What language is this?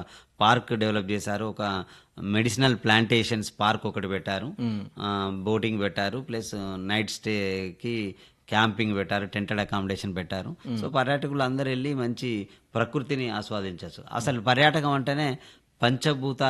Telugu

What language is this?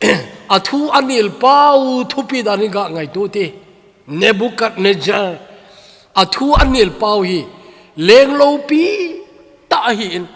Thado Chin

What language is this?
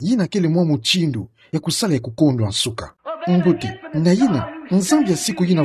Kituba (Democratic Republic of Congo)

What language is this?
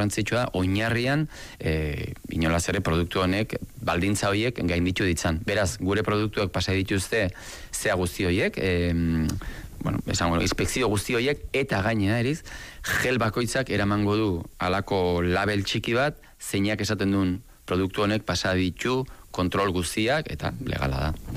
Basque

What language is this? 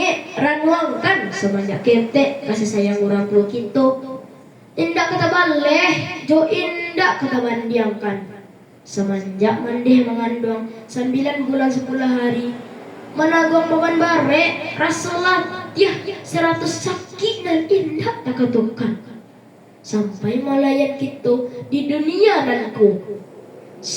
Minangkabau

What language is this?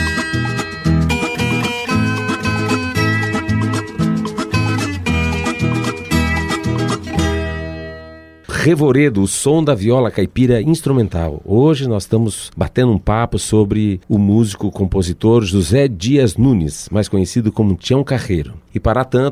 Portuguese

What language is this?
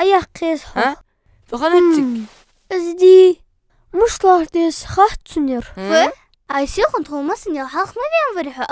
Ingush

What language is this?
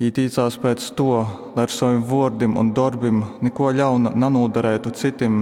Latgalian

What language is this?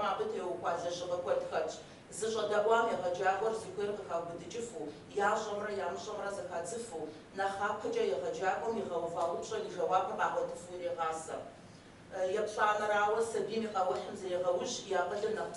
Kabardian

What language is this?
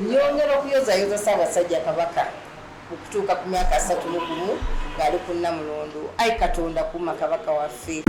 Ganda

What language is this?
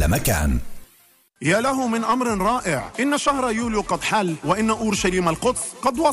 Arabic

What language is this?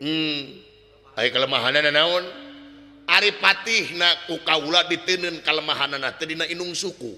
Sundanese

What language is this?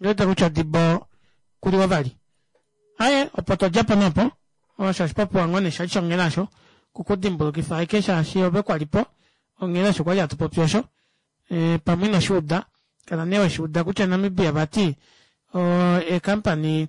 Kuanyama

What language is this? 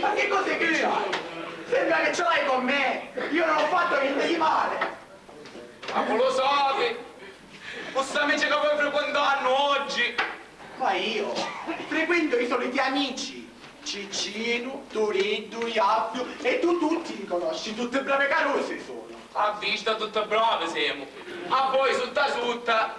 Sicilian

